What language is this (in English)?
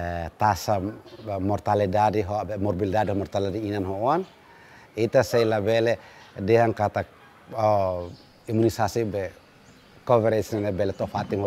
Tetum